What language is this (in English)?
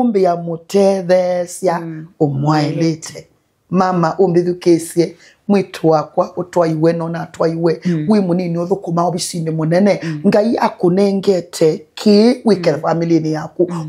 Kamba